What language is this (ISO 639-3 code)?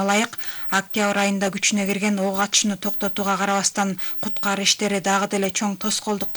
kir